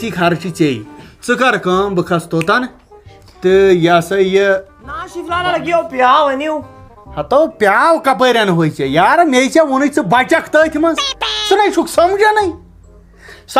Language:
Kashmiri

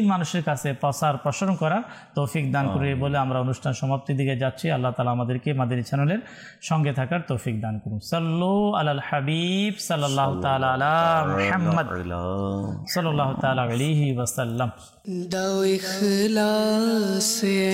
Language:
Bangla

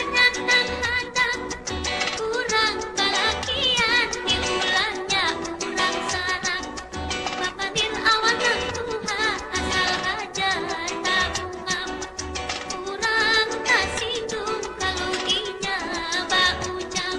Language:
Banjar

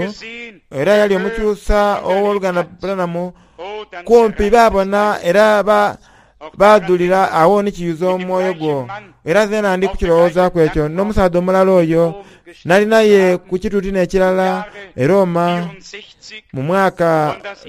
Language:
Soga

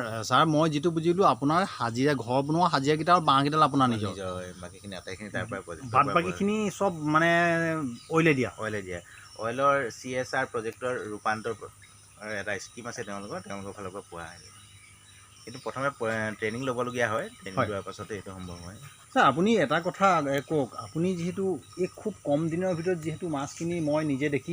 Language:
Assamese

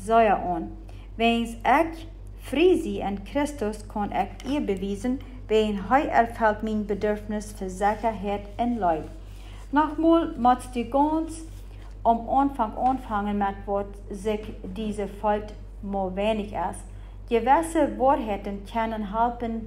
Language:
Plautdietsch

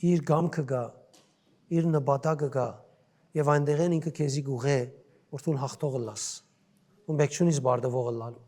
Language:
Western Armenian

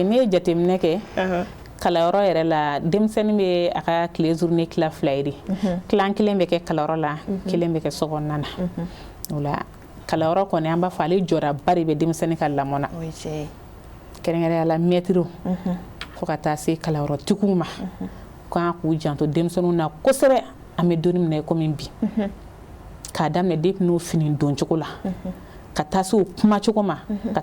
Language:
Bambara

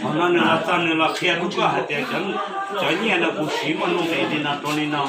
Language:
Hmong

